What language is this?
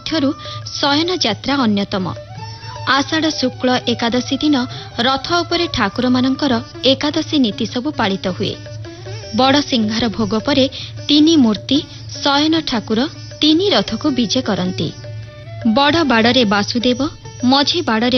Odia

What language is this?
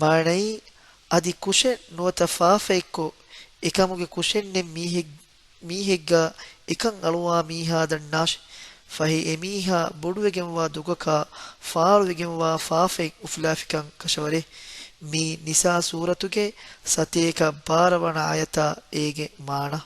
Divehi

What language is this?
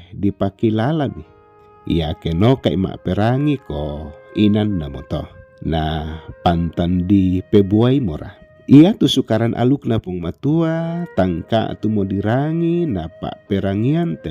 Toraja-Sa'dan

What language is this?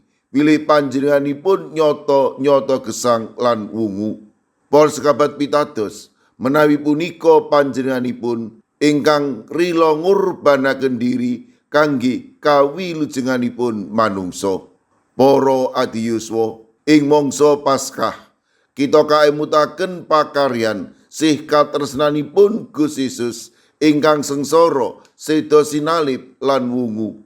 Javanese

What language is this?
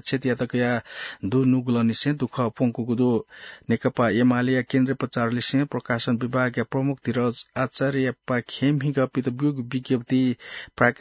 Newari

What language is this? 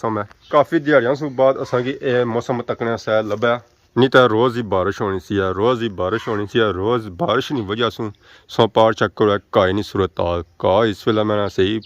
Pahari-Potwari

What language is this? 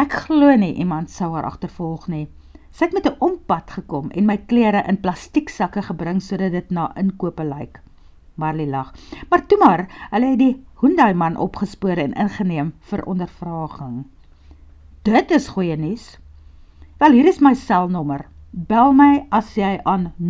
Afrikaans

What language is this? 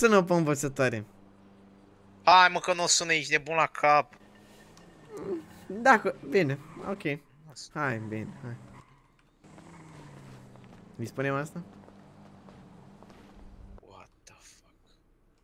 Romanian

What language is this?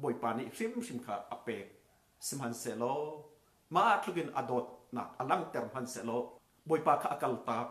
Hakha Chin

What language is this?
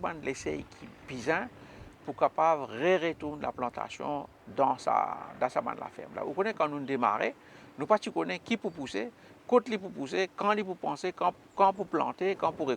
Morisyen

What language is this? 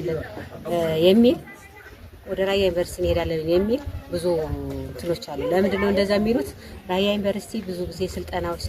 Amharic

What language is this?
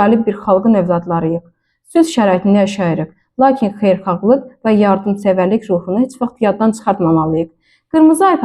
Azerbaijani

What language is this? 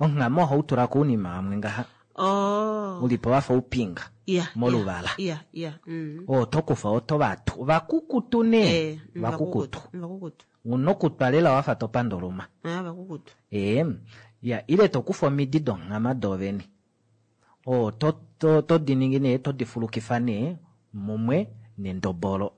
Kuanyama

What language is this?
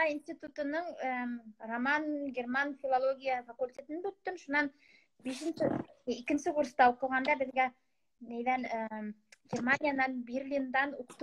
Bashkir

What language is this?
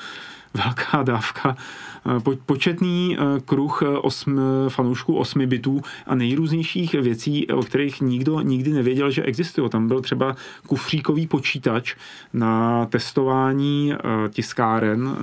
Czech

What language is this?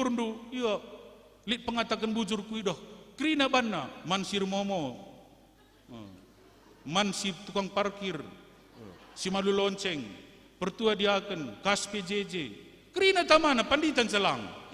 Batak Karo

